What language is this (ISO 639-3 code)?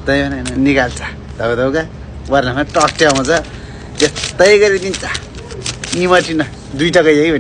nep